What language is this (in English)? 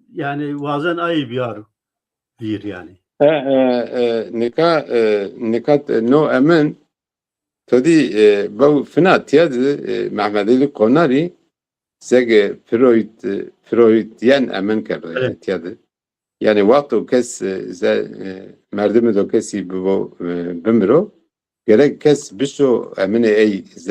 Zaza